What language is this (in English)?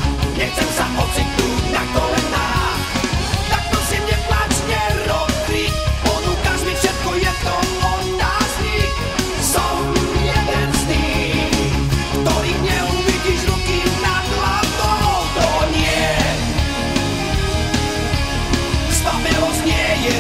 Slovak